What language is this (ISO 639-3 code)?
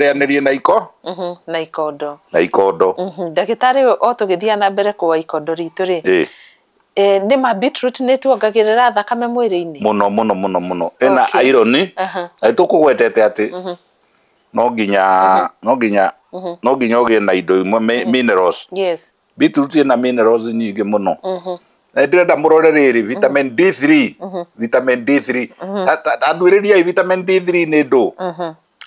kik